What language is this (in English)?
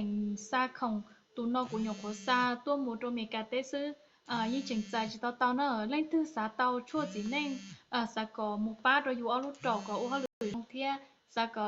Hmong